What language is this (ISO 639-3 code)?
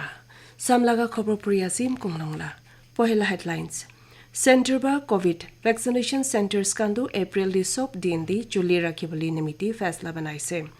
nag